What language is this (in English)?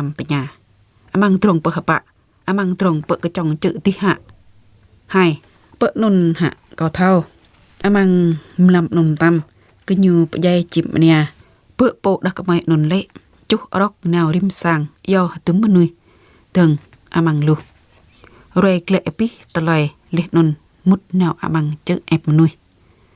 Jarai